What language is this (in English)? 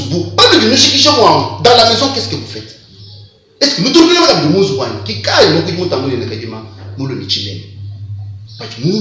Luba-Lulua